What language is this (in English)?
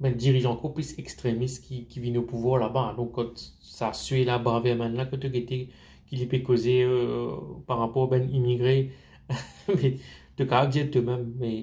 Morisyen